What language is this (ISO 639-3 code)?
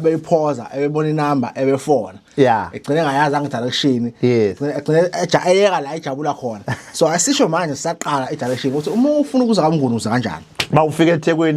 zul